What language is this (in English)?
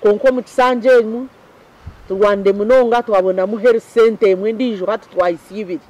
Nyankole